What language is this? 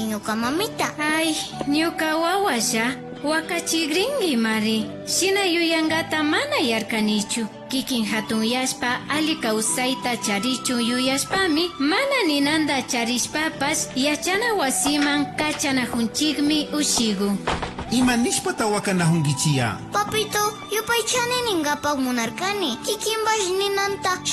Imbabura Highland Quichua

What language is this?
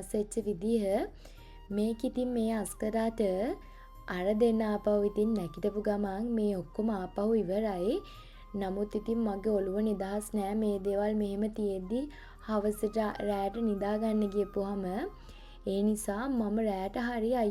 Sinhala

